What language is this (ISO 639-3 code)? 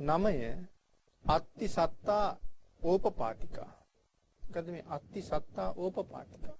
sin